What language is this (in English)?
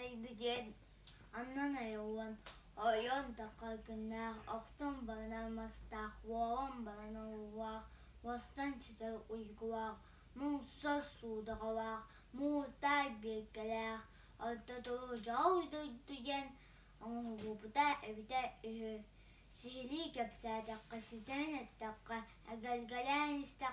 Yakut